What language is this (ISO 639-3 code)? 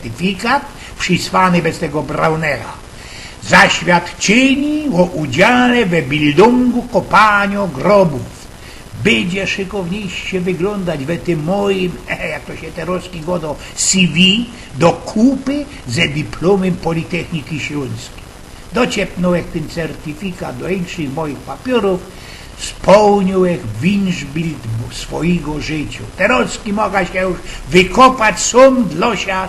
szl